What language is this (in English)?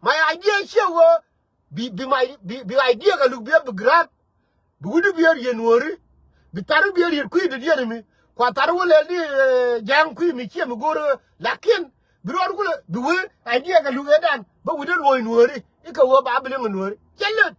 Nuer